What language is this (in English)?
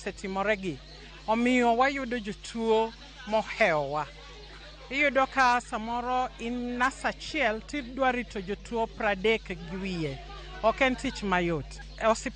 Luo (Kenya and Tanzania)